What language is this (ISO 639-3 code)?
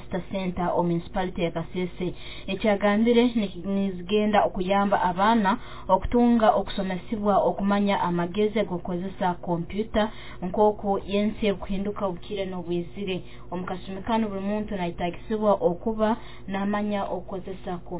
nyo